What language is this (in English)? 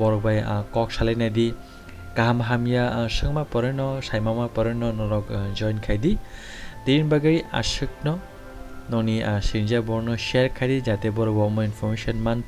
Kok Borok